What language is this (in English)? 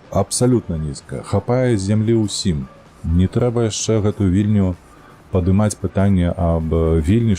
Belarusian